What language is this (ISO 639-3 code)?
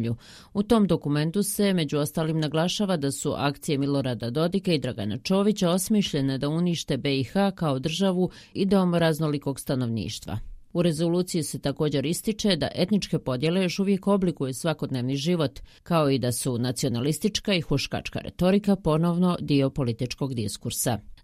bos